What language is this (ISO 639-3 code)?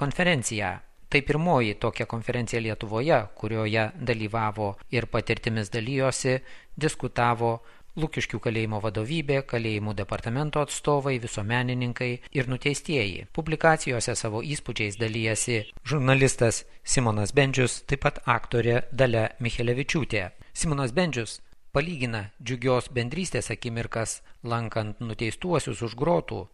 lit